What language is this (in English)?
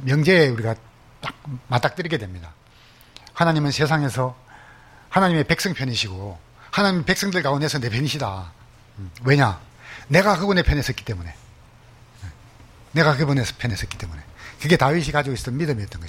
Korean